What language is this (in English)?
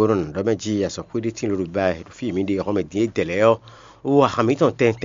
Fon